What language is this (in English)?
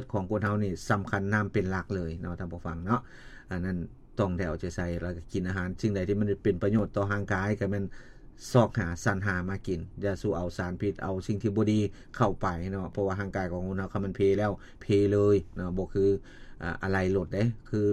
Lao